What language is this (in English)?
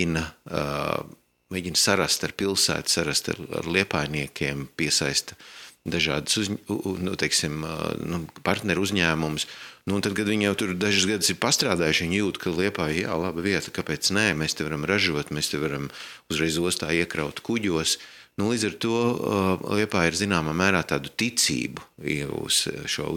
Latvian